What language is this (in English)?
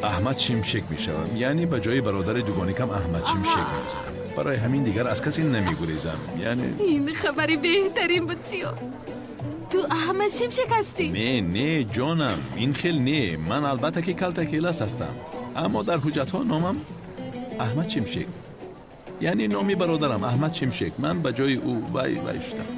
Tajik